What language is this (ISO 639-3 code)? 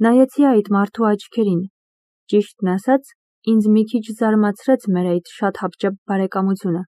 hye